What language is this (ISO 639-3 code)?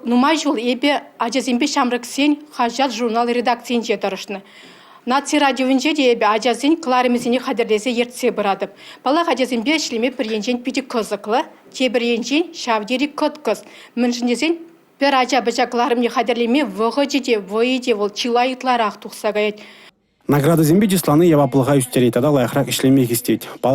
chv